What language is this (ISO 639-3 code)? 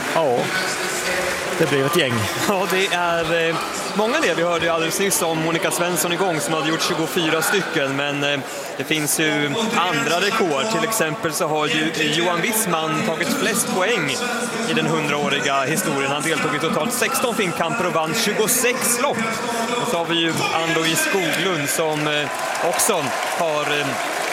swe